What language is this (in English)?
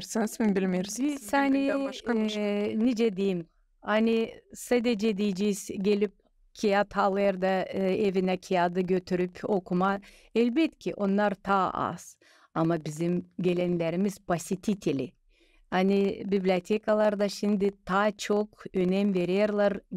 Gagauz